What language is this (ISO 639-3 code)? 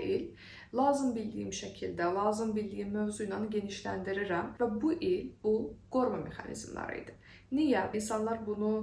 aze